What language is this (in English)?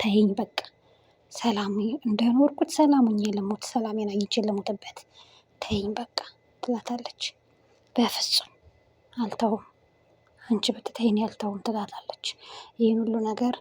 Amharic